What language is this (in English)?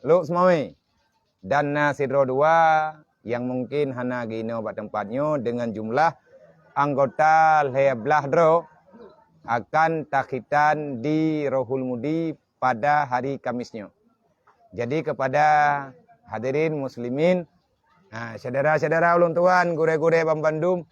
Achinese